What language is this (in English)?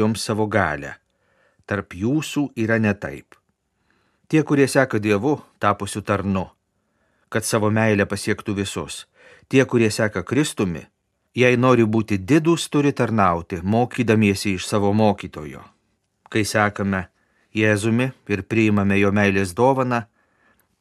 Lithuanian